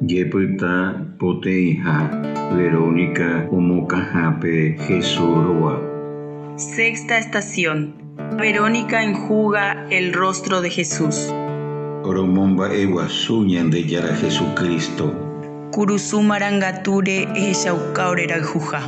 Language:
Guarani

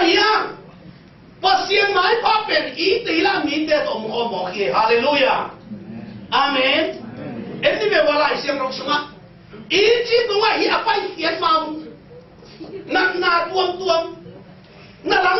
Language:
Tedim Chin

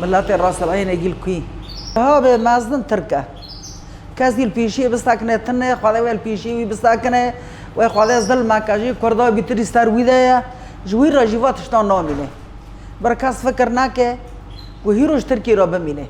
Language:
Kurdish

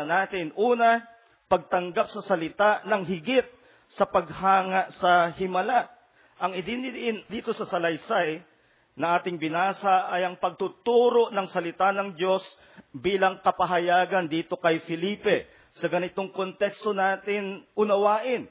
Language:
Filipino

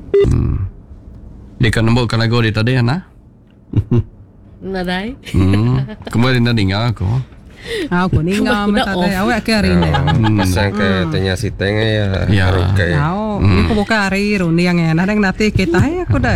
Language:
Iban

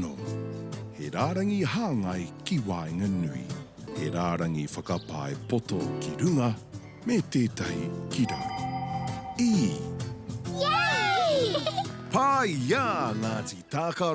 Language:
Māori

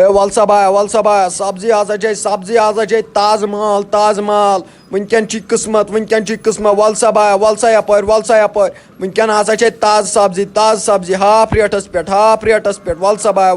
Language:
Kashmiri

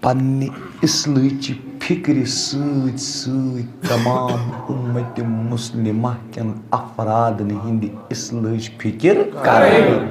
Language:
Kashmiri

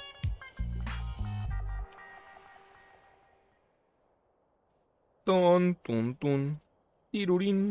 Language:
Spanish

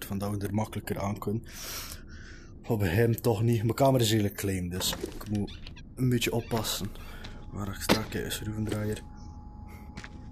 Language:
Dutch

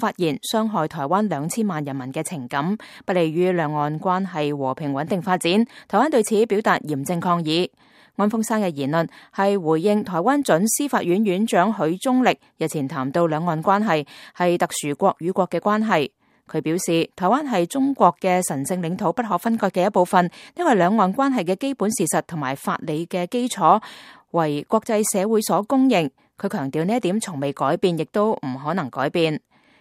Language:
Cantonese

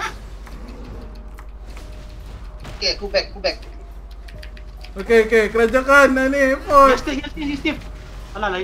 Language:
Malay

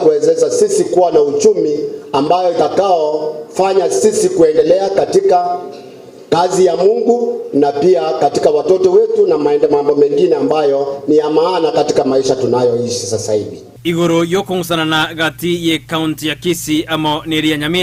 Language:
Gusii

